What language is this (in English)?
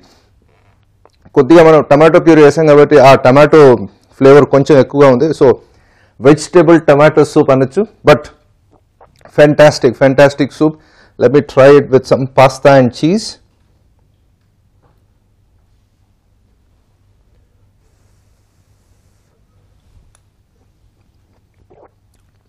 Telugu